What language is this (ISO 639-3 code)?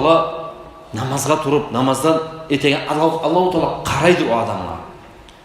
kum